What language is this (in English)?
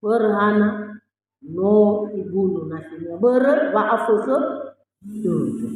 Nias